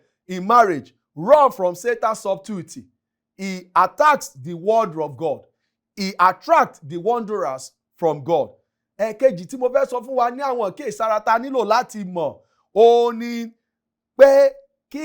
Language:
Yoruba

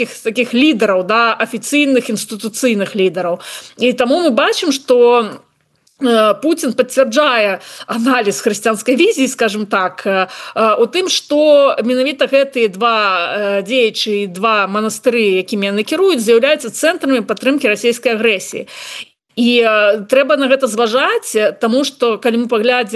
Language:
Belarusian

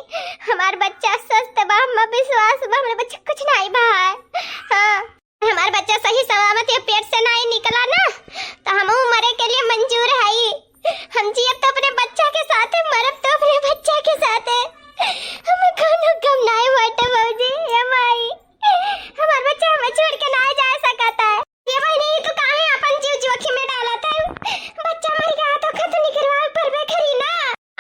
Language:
Awadhi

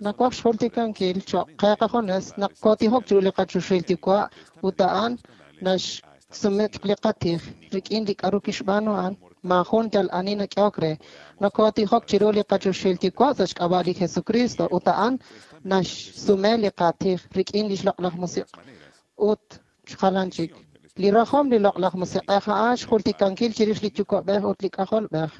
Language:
Kekchí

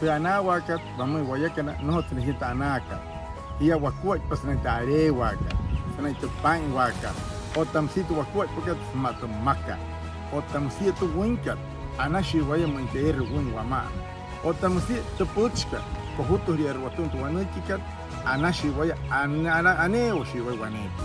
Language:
Wayuu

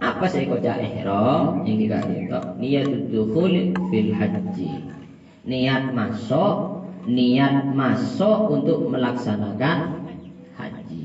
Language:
Madurese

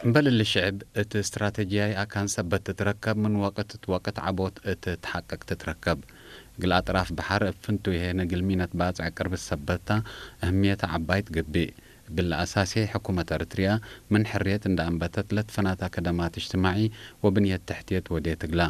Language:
Tigre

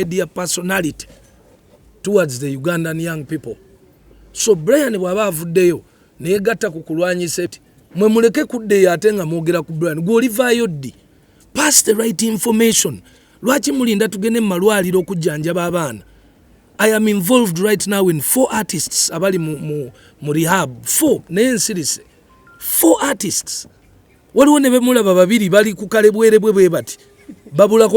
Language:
Ganda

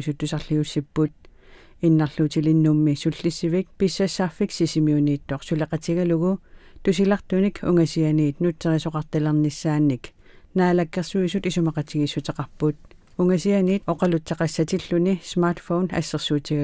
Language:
Kalaallisut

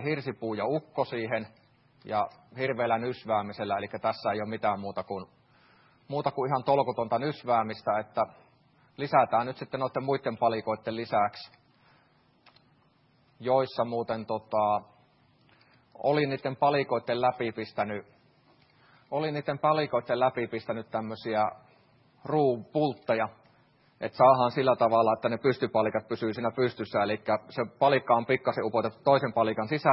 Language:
Finnish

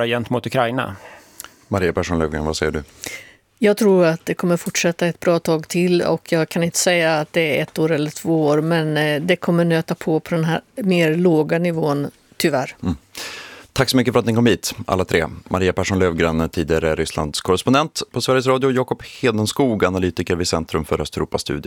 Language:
Swedish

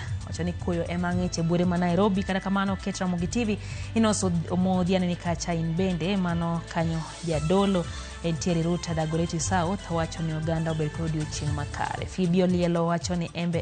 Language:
Luo (Kenya and Tanzania)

